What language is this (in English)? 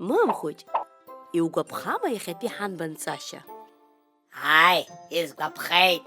Abkhazian